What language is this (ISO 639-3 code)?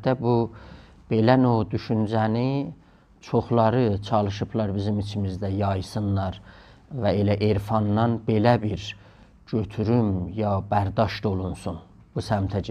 azb